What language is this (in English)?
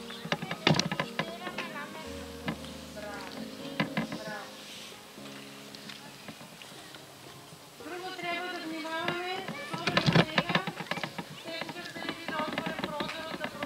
Macedonian